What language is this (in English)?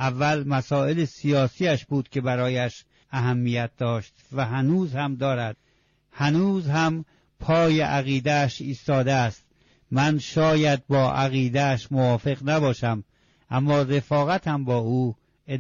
Persian